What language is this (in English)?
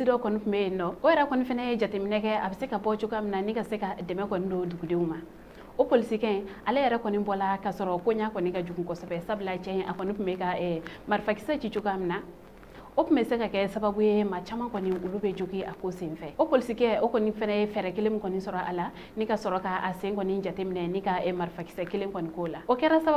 Bambara